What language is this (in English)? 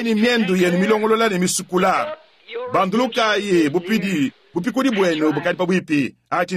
Luba-Lulua